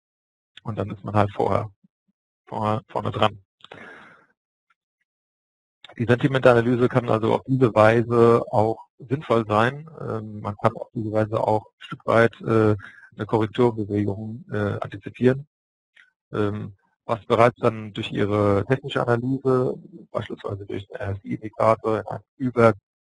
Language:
German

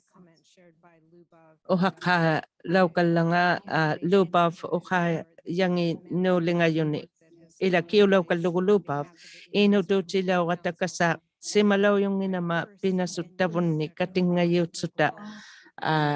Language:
Inuktitut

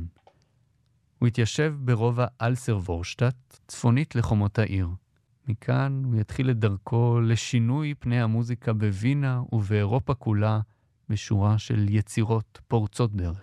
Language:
Hebrew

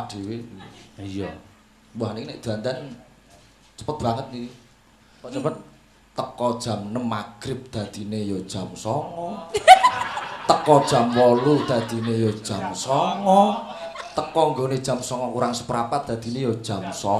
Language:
Javanese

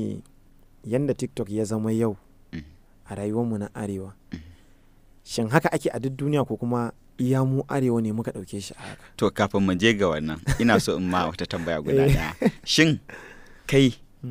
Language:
Hausa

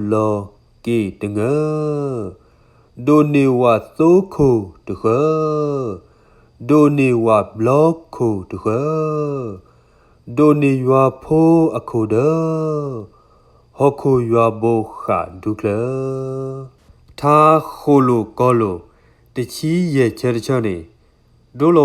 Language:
S'gaw Karen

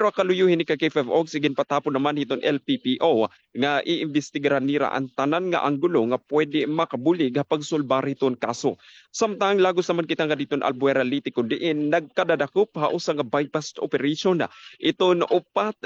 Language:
Waray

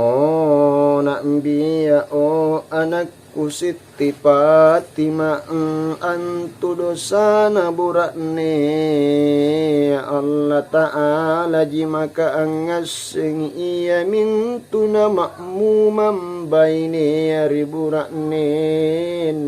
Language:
Makasar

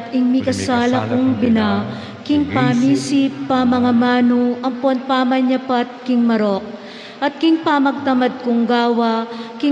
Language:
Pampanga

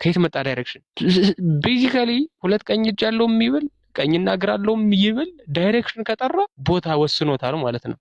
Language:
Amharic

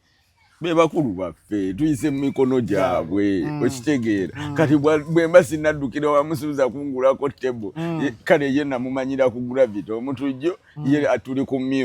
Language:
Ganda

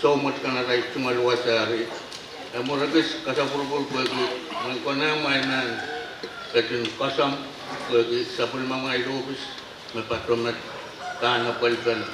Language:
Pohnpeian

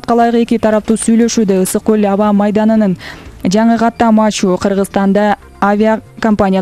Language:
Kyrgyz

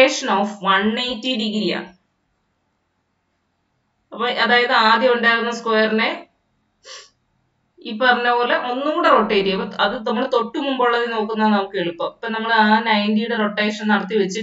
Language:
Malayalam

